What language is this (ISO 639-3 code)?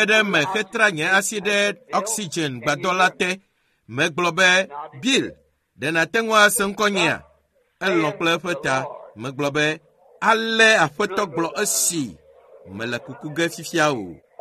ewe